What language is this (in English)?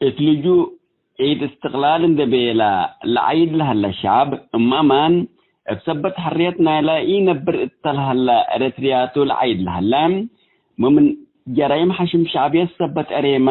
Tigre